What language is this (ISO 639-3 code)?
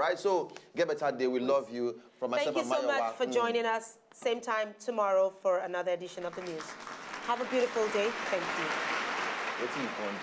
pcm